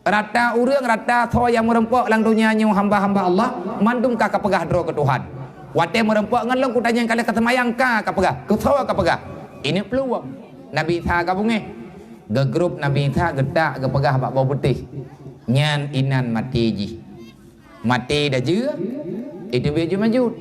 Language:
Achinese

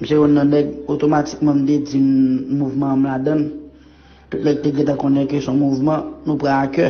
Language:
Haitian Creole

